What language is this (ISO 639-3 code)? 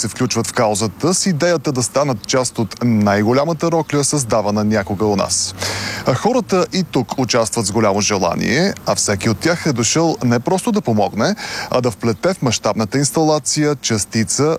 bul